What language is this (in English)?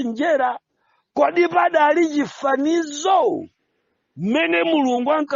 Nyanja